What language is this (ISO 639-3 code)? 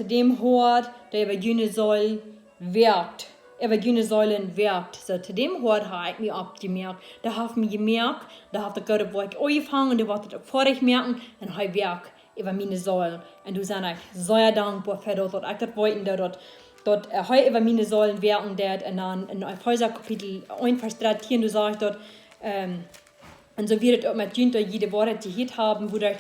pdt